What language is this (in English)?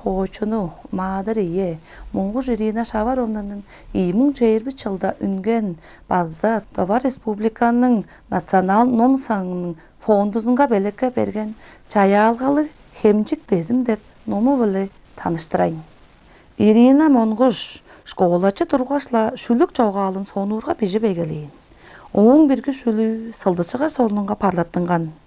Tuvinian